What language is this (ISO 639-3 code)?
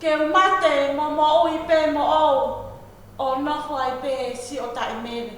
ton